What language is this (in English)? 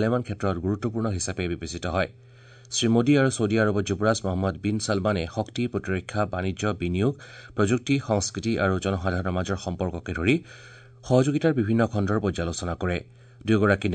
Assamese